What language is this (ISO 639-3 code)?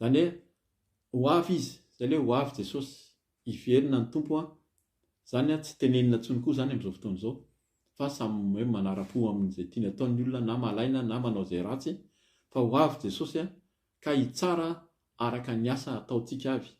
mlg